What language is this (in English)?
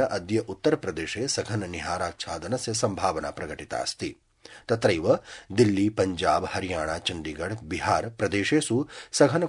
Sanskrit